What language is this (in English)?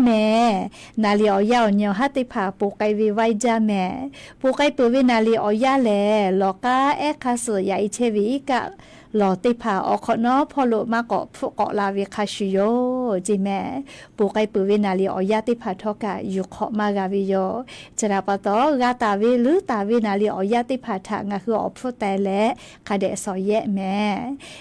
Lahu